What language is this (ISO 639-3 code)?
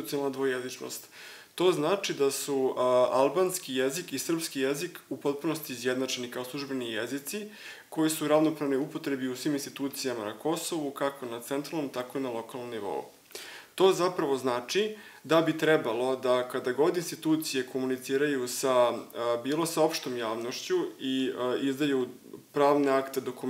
srp